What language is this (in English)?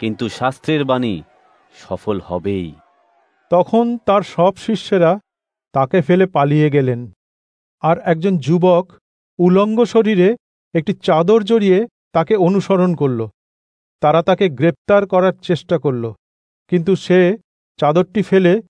Bangla